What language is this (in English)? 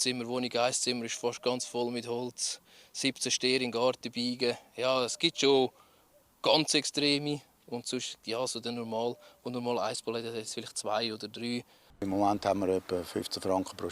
Romansh